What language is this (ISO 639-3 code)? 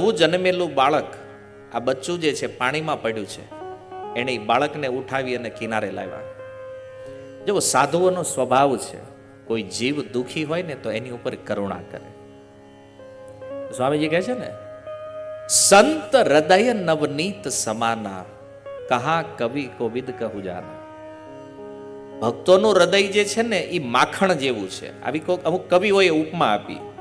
guj